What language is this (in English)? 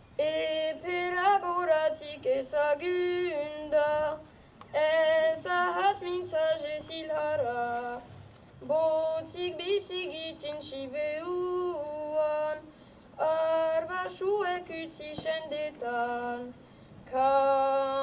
Basque